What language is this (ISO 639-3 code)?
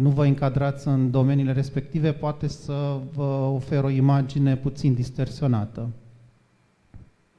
ron